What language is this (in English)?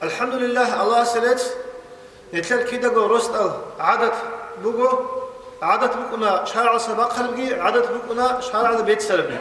Avaric